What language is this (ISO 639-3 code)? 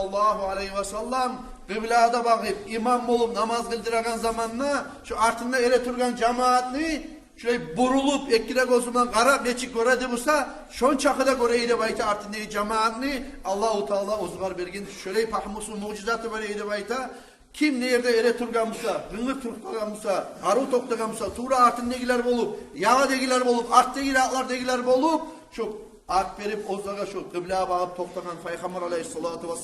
kum